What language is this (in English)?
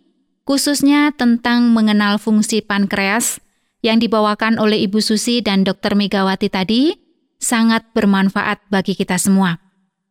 Indonesian